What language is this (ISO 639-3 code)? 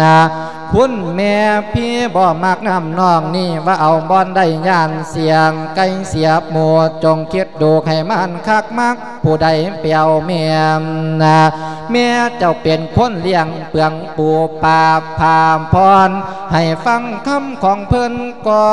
lao